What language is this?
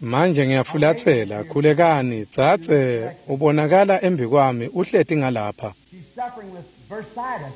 Swati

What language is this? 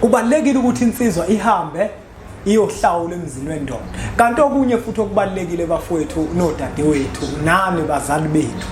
Zulu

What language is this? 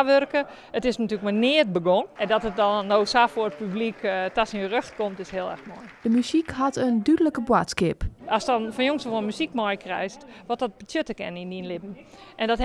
Western Frisian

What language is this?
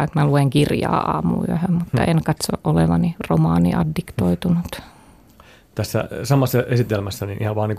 Finnish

